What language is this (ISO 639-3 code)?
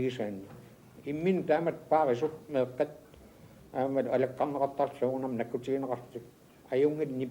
kal